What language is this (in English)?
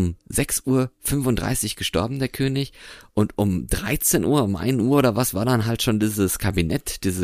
German